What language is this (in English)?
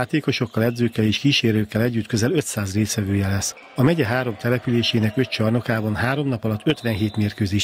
Hungarian